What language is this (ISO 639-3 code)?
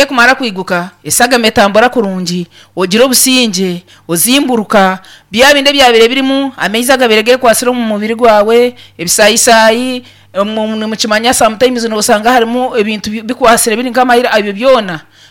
nyn